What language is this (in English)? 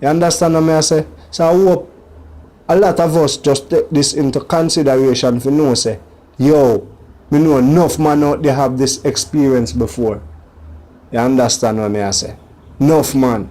Jamaican Creole English